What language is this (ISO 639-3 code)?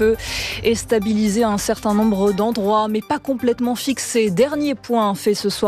fra